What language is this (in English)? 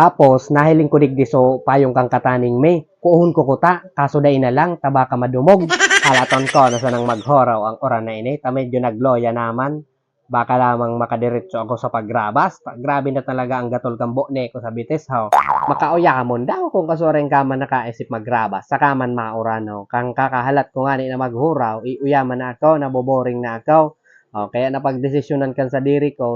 Bikol